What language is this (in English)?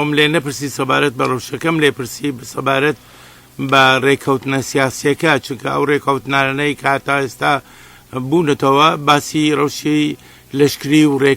Central Kurdish